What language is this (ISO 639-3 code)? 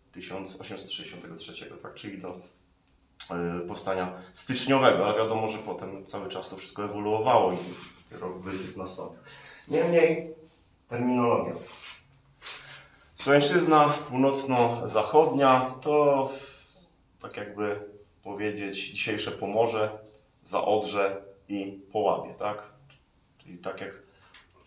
pol